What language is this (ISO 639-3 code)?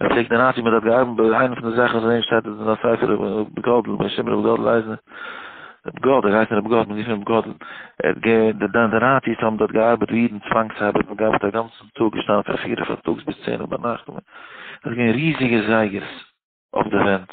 yid